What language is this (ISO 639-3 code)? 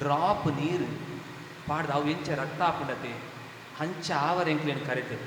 tcy